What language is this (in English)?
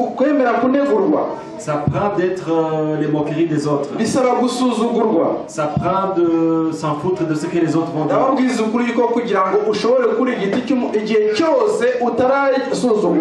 Kinyarwanda